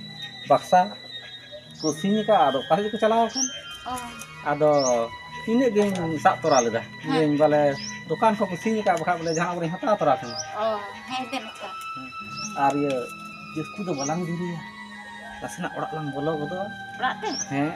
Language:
Santali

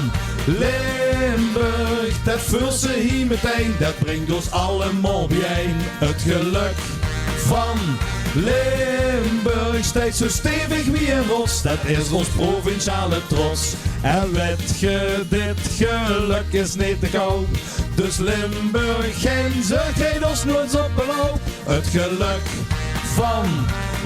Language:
Limburgish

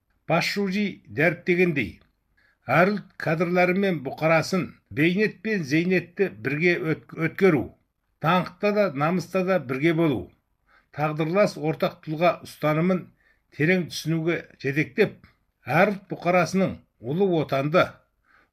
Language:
Kazakh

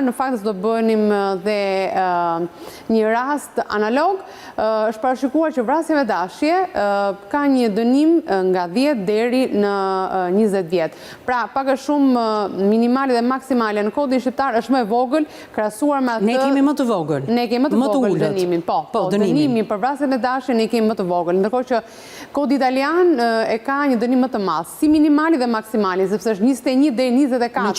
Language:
Albanian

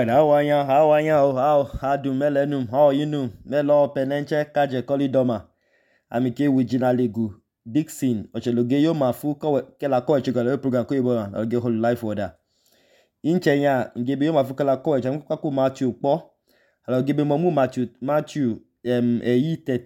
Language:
Idoma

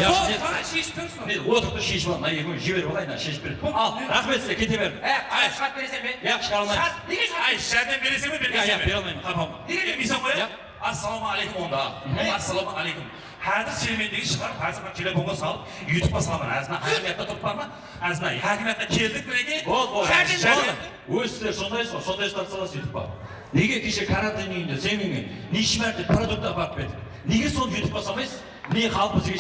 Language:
Kara-Kalpak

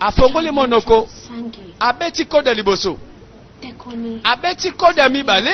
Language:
Lingala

